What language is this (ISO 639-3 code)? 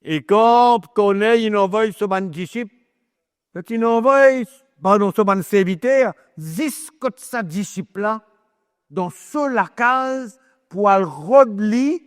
mfe